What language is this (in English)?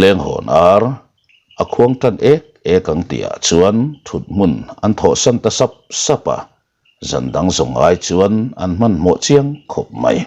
Mizo